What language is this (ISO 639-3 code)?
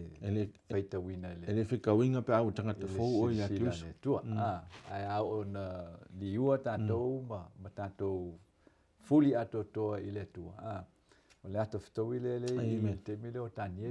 smo